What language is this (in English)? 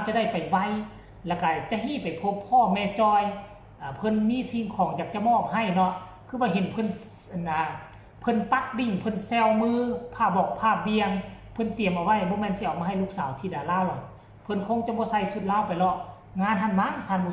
Northeastern Thai